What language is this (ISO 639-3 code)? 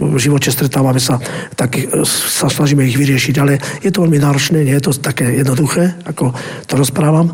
slk